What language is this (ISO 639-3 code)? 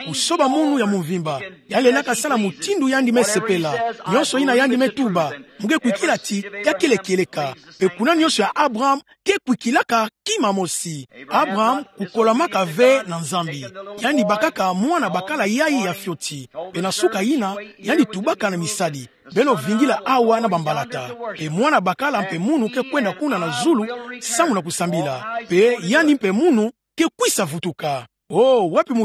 ktu